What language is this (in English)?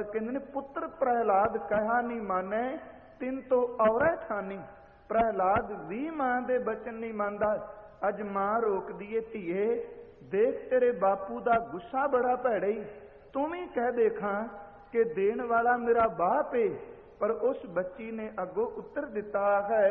Punjabi